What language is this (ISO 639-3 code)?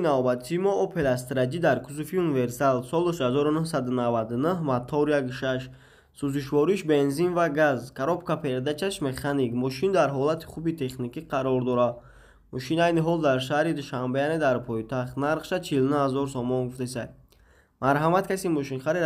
tgk